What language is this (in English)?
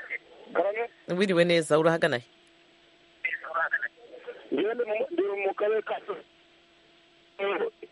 Kinyarwanda